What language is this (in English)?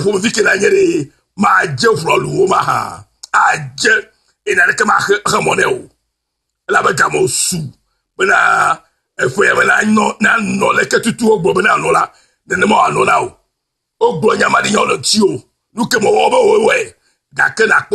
Ewe